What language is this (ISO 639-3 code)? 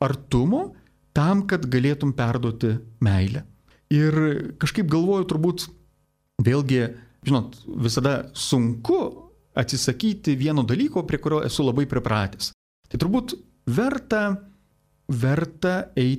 lit